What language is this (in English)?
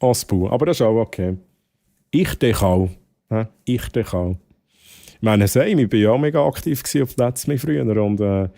Swiss German